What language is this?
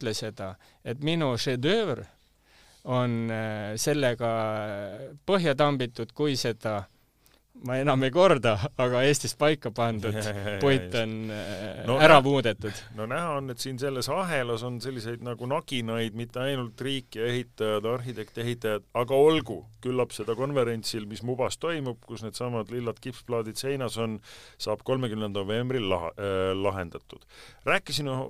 Estonian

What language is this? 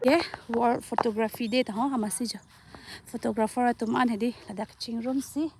Karbi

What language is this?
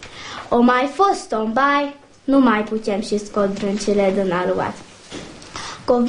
Romanian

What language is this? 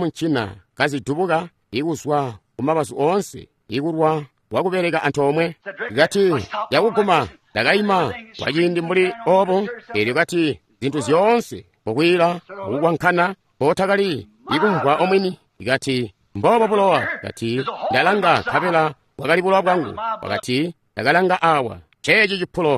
Tonga (Zambia)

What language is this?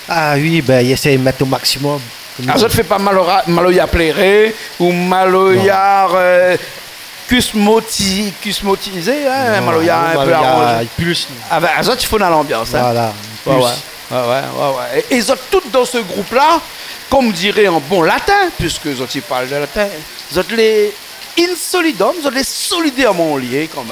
Réunion Creole French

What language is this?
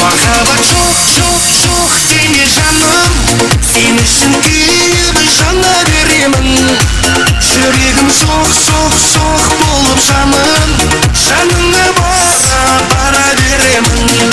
Kara-Kalpak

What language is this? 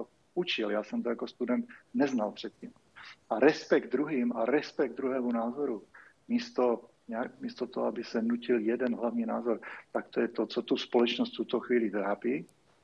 Czech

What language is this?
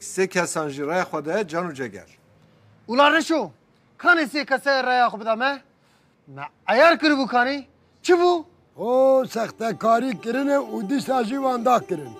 Kurdish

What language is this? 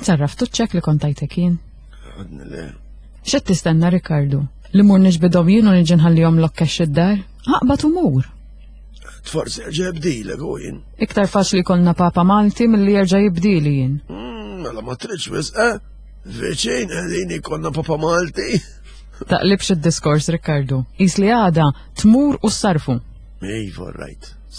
Maltese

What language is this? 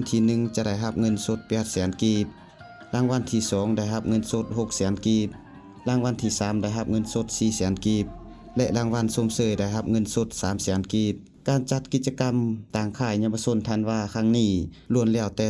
Lao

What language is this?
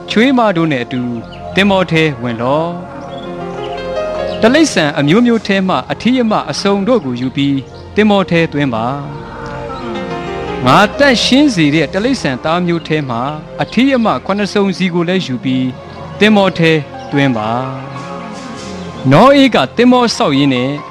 Burmese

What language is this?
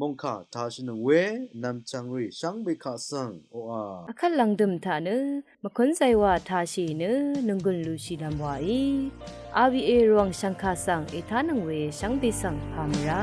Rawang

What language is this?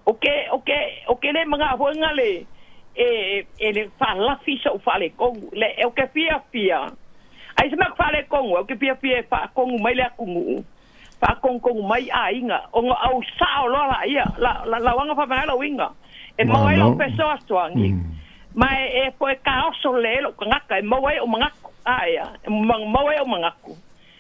Samoan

